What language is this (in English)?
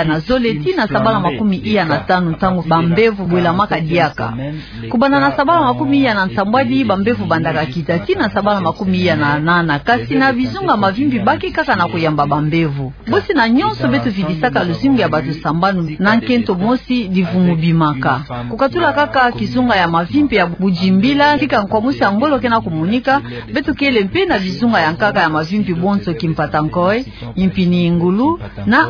Kituba (Democratic Republic of Congo)